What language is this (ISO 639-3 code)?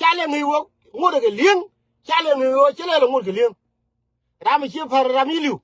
nus